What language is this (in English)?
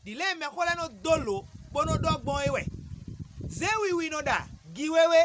Fon